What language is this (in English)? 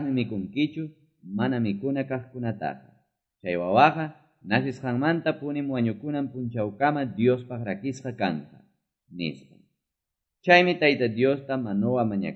Quechua